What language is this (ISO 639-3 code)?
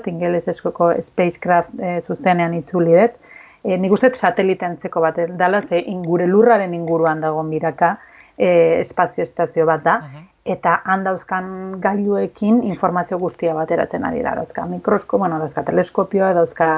eus